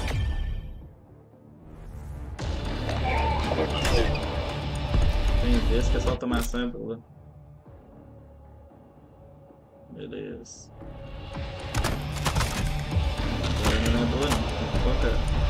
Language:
Portuguese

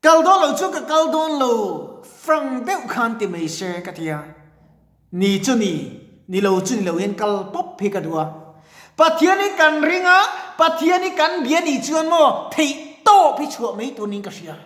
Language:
Mizo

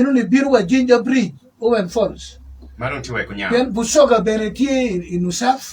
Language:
Acoli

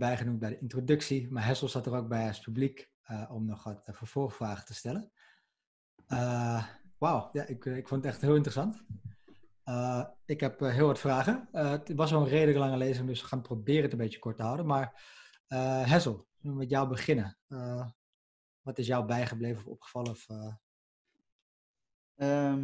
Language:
Dutch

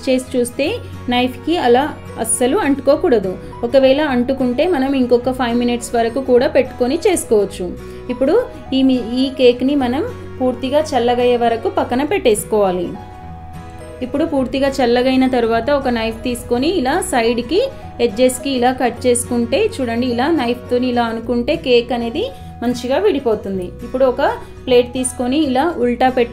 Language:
Telugu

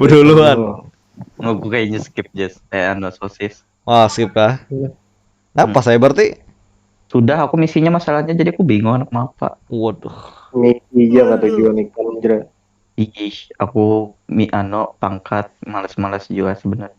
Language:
Banjar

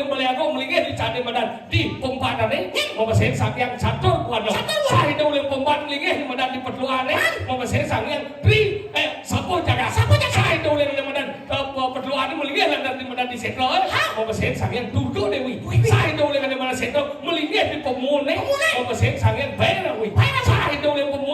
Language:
Balinese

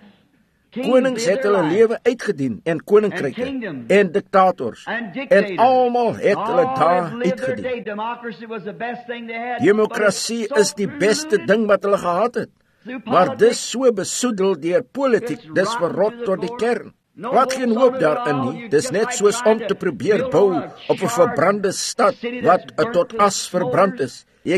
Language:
Afrikaans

